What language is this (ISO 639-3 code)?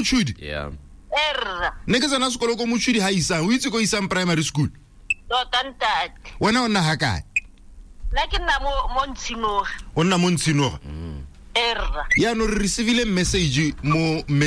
tsn